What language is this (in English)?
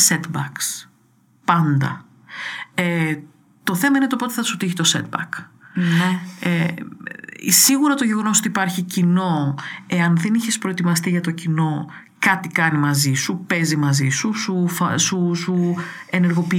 Greek